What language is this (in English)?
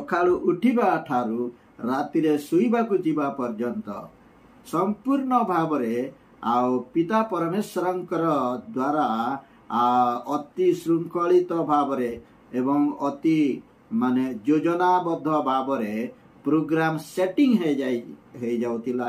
Odia